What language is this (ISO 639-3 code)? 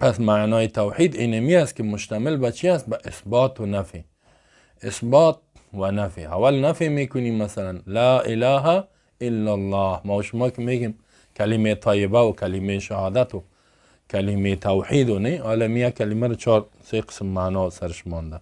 fas